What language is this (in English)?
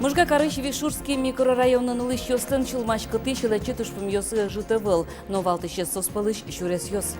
Udmurt